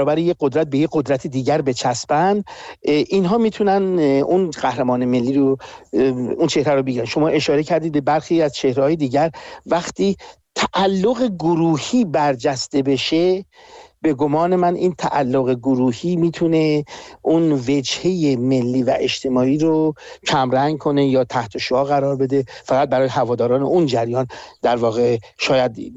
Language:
Persian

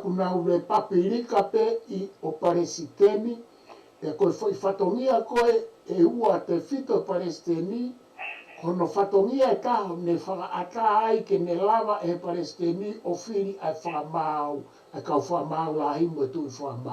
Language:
Tongan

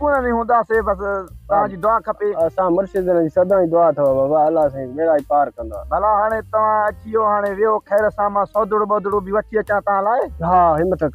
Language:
Sindhi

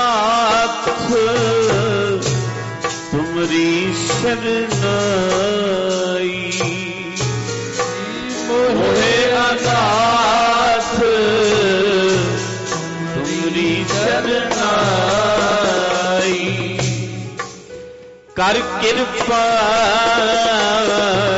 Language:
Punjabi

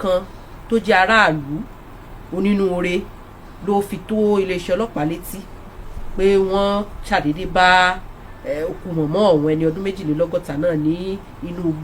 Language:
Yoruba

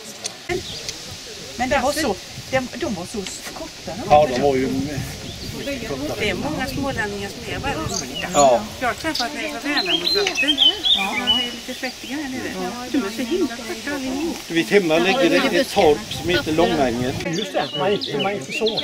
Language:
Swedish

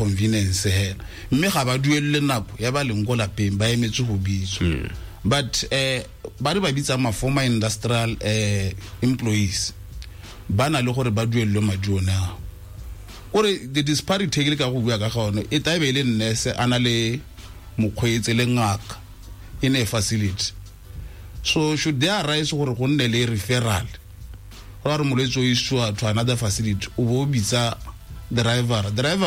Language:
Tswana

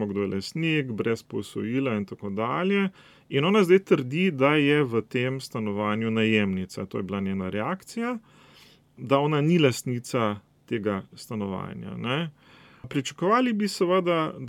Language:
Slovenian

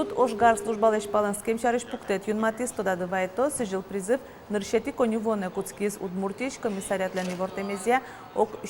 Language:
Udmurt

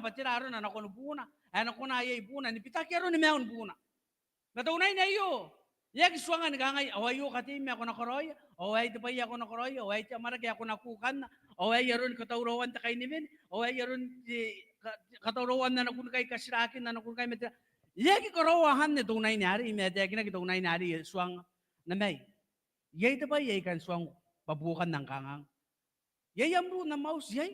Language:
Gilbertese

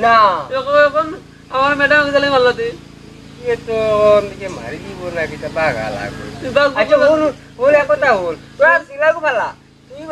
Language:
Sylheti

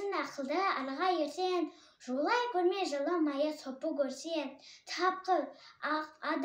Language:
Kazakh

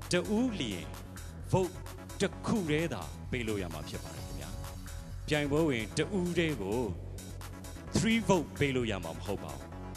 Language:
Burmese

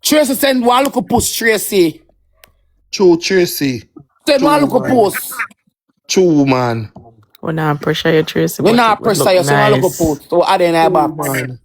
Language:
Jamaican Creole English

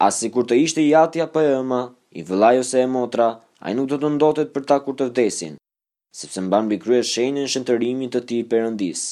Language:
Albanian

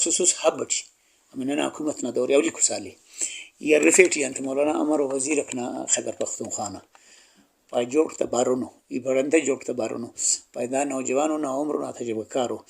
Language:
Brahui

